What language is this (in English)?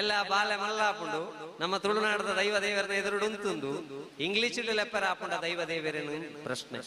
Tulu